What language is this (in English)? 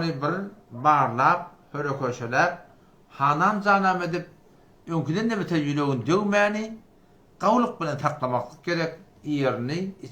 Turkmen